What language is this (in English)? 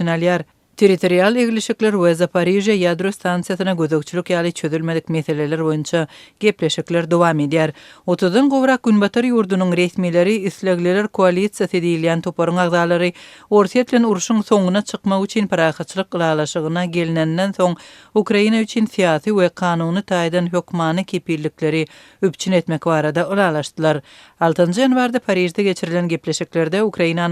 Turkmen